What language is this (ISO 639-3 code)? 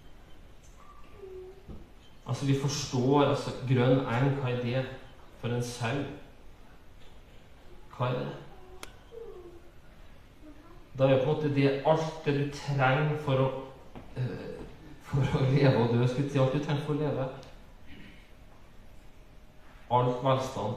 nor